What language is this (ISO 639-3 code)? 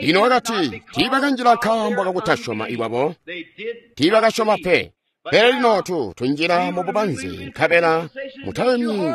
toi